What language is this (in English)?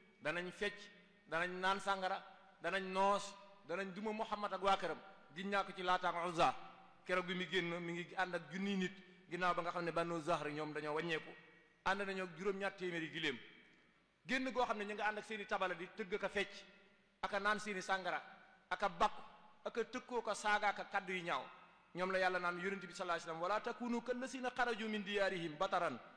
Wolof